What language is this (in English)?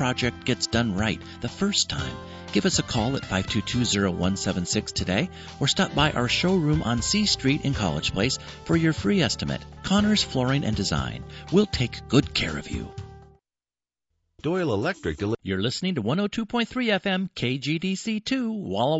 English